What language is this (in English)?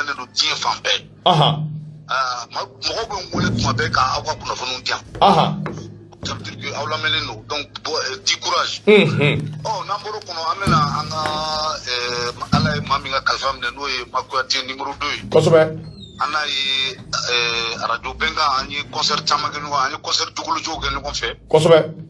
Bambara